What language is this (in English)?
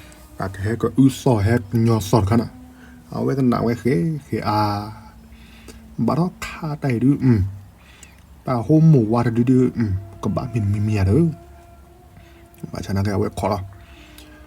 S'gaw Karen